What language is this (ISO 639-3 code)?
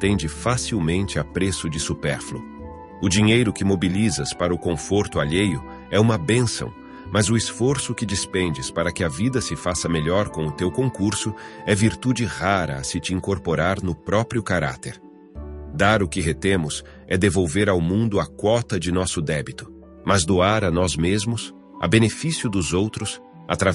por